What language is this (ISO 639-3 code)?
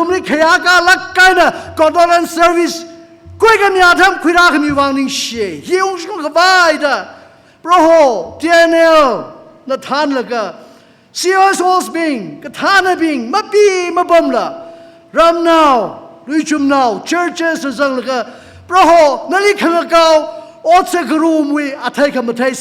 nmf